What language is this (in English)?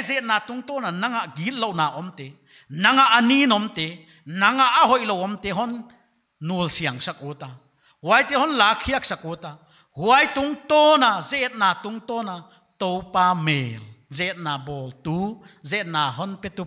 Paite Chin